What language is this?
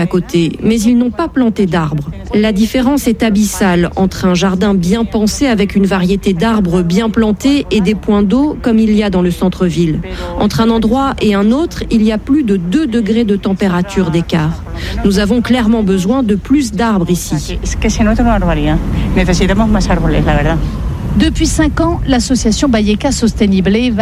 French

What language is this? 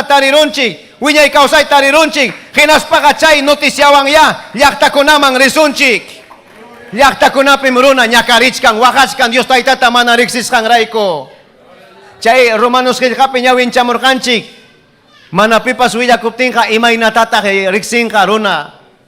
Ayacucho Quechua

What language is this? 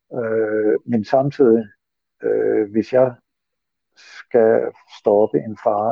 Danish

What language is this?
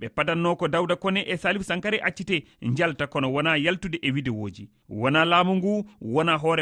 Fula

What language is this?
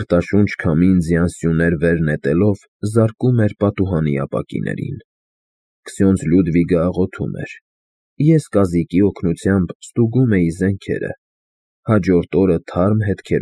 Armenian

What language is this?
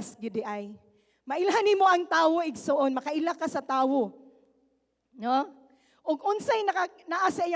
Cebuano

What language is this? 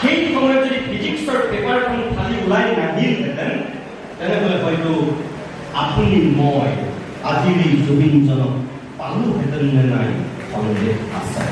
Assamese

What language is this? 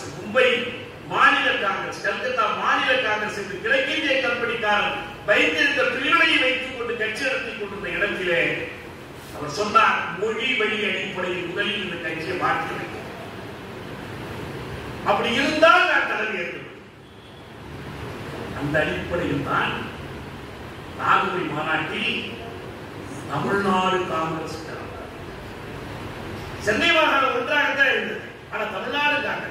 Tamil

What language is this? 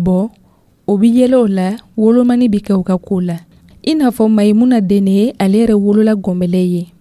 Dyula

